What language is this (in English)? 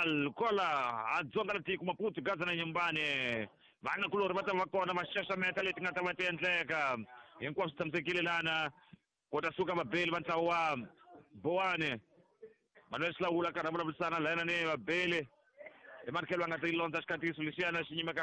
Tsonga